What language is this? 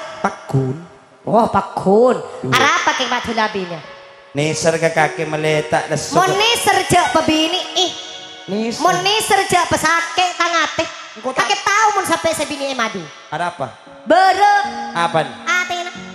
Madurese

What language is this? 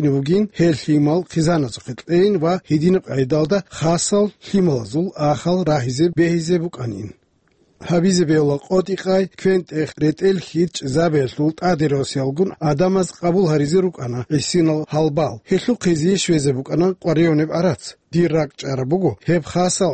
Avaric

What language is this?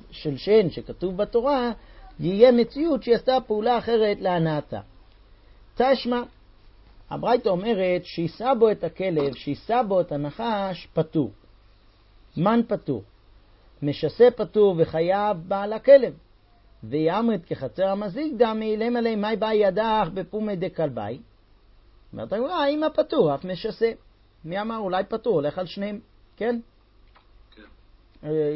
Hebrew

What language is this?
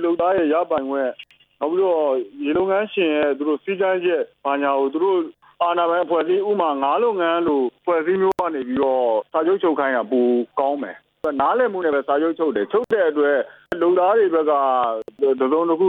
Burmese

